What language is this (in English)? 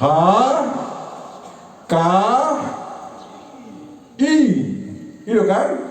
Batak Toba